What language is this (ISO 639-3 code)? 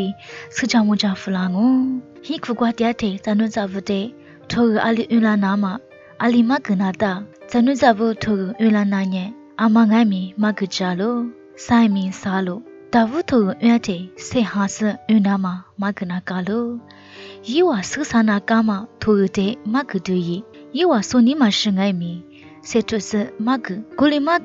lis